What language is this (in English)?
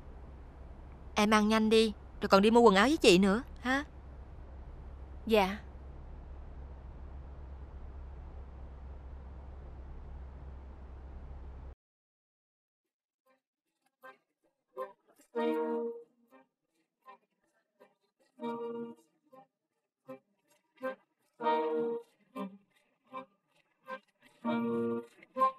Vietnamese